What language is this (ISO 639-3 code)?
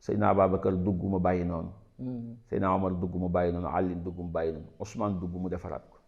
wol